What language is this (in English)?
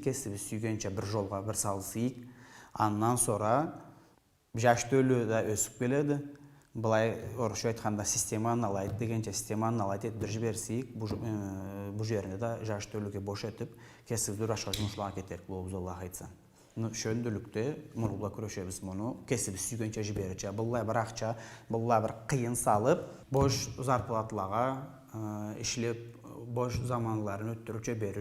Karachay-Balkar